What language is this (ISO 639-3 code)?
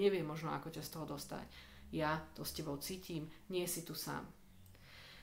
slk